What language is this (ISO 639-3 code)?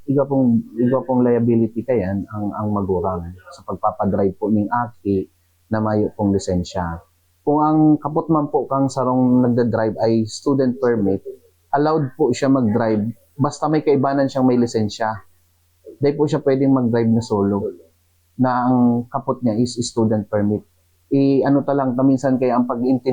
bik